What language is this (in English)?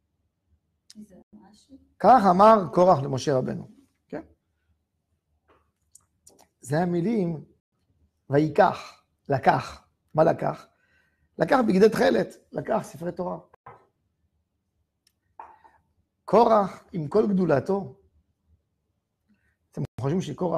Hebrew